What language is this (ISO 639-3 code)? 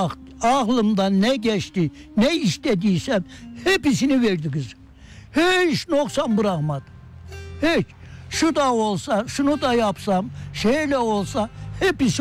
tur